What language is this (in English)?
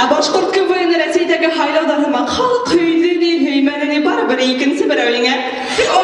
Bashkir